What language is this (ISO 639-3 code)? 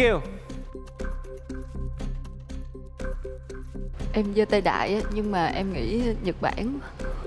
vie